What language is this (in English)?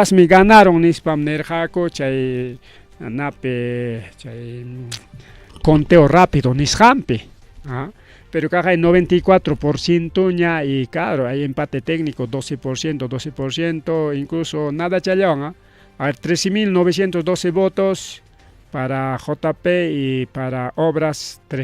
Ayacucho Quechua